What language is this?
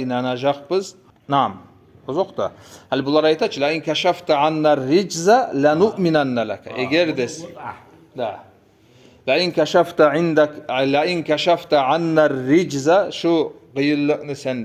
Kumyk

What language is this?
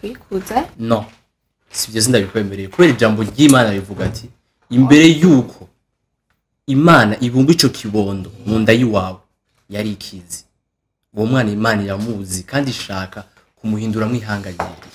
Rundi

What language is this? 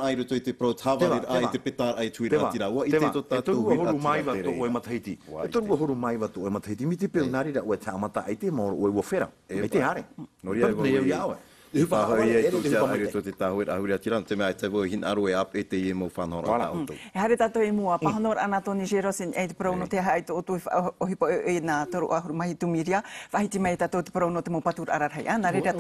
Tahitian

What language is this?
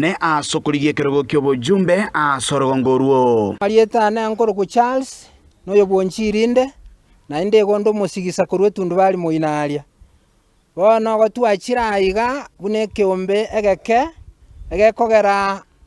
Gusii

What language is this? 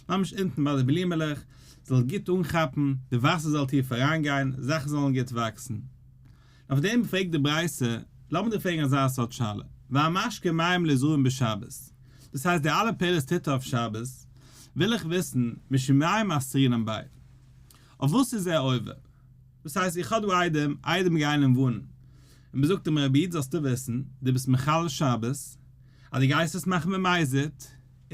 Yiddish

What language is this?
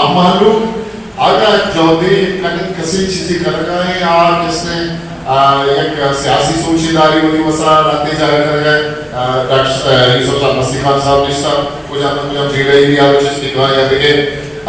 Eastern Balochi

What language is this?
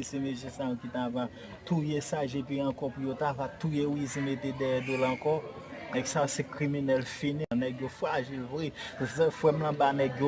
Haitian Creole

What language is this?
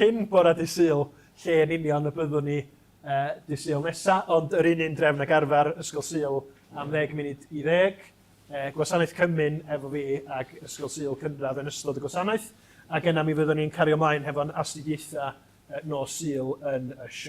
Welsh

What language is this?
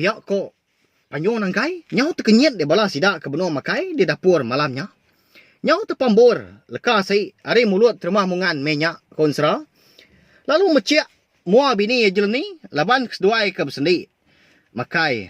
Iban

